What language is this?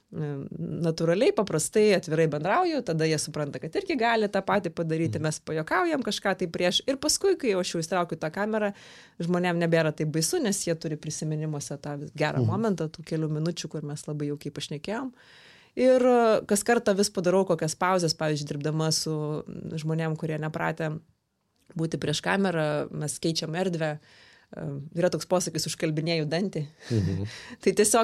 Lithuanian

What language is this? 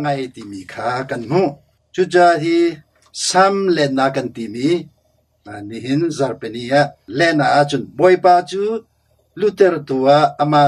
Hakha Chin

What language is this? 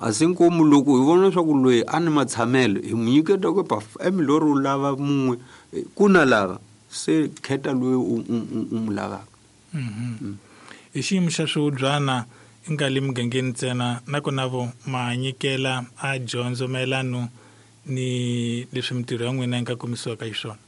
Tsonga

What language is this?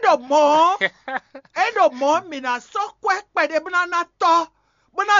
Fon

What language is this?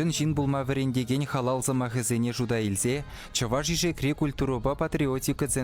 Chuvash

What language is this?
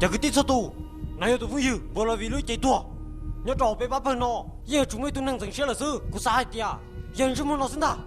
Hmong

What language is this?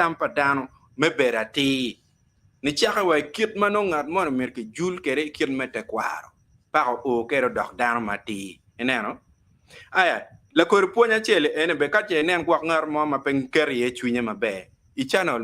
Acoli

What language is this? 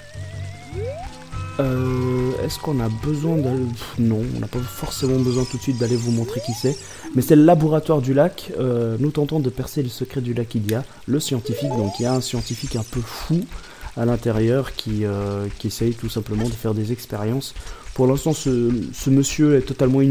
French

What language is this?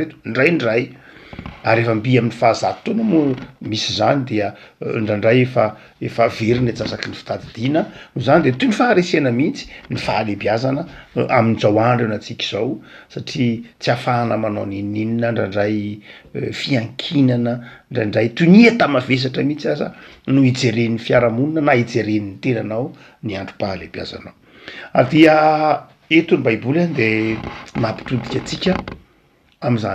Malagasy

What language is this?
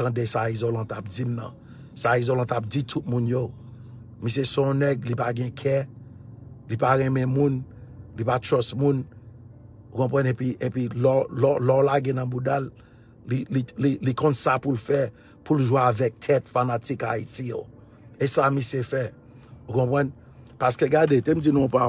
Haitian Creole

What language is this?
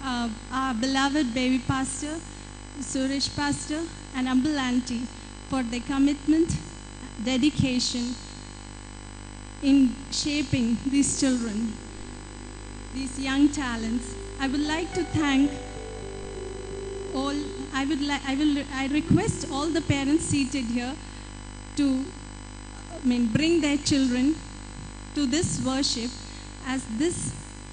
Malayalam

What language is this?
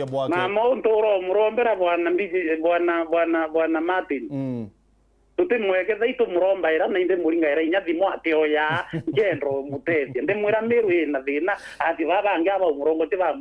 Meru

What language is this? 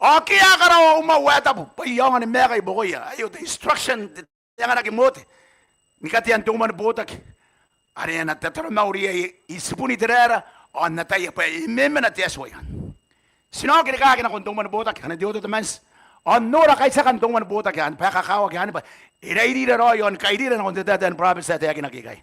Gilbertese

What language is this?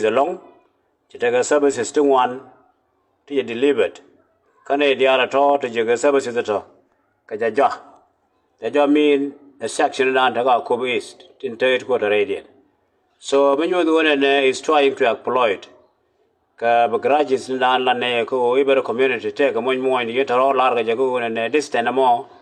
Nuer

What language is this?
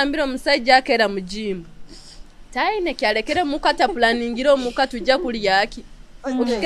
Nyoro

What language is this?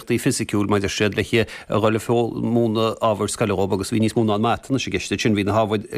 Irish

